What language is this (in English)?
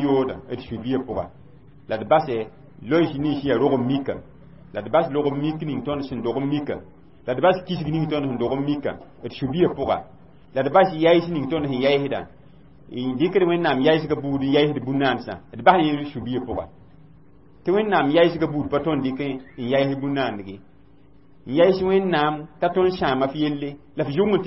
Mossi